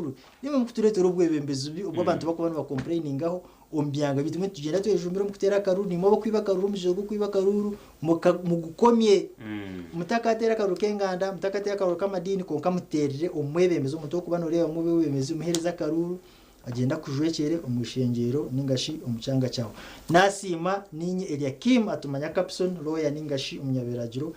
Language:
Nyankole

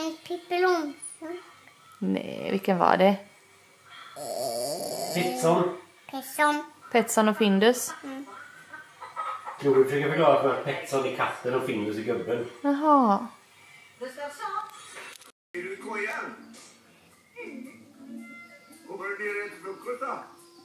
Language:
Swedish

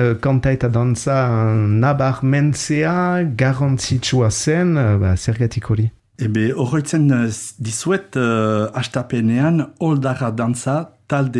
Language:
Basque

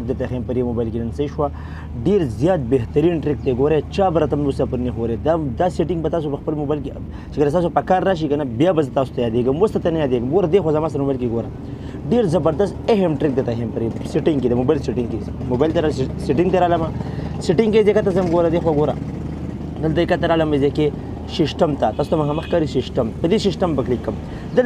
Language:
Pashto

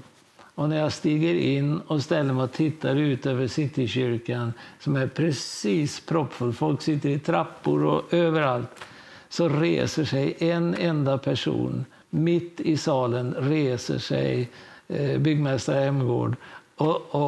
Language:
Swedish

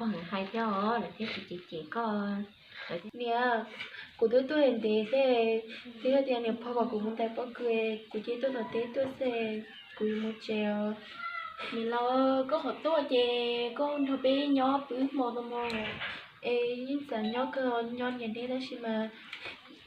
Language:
Hmong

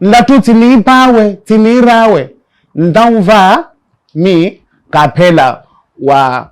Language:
Makhuwa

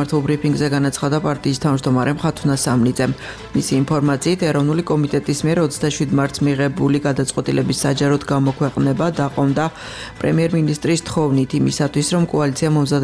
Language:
Georgian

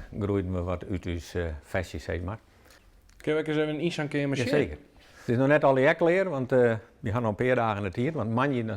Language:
Western Frisian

